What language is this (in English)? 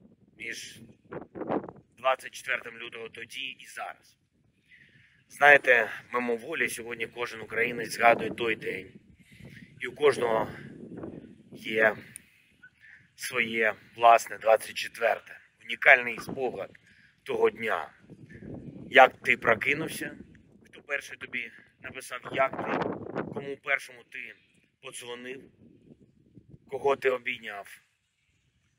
Ukrainian